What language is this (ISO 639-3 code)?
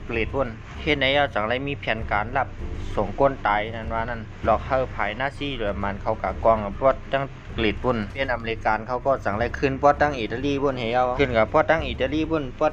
shn